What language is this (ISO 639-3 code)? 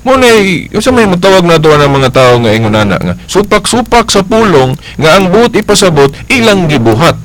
ceb